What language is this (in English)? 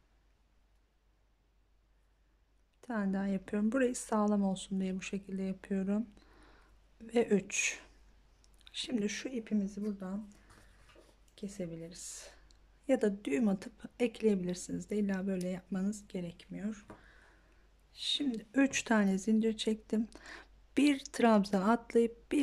Turkish